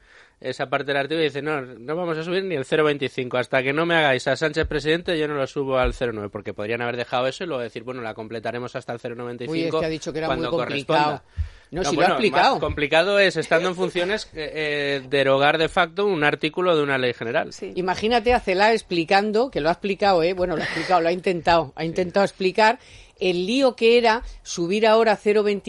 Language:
Spanish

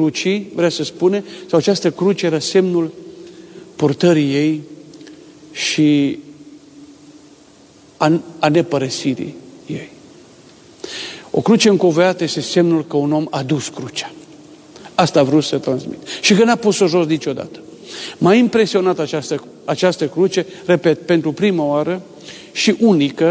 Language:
Romanian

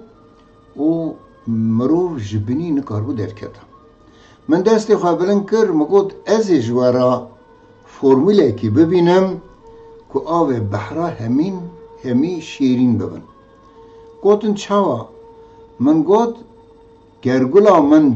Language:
Kurdish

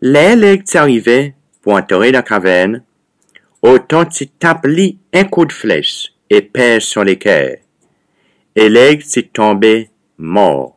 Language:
Seselwa Creole French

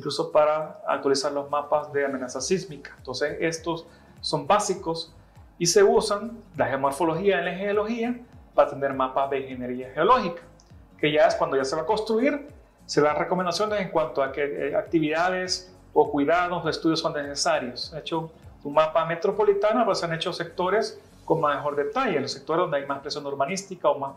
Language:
Spanish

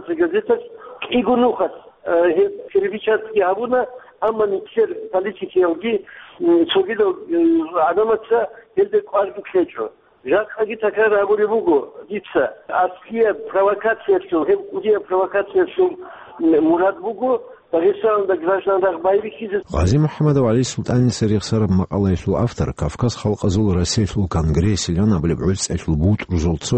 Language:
Avaric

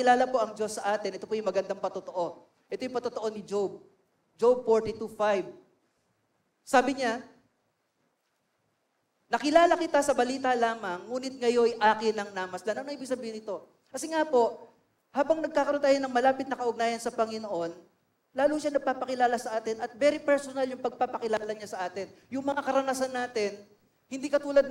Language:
Filipino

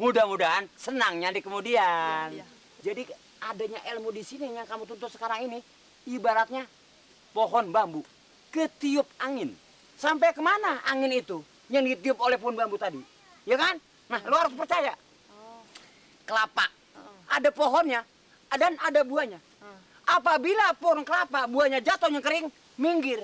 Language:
Betawi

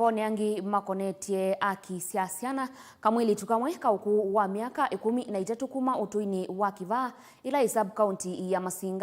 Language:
Kamba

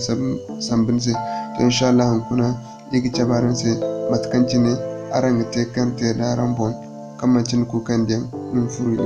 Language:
Zarma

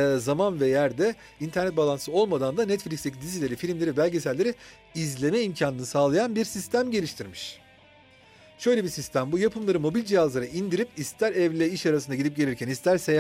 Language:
Turkish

